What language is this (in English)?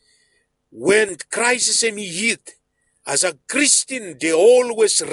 Bislama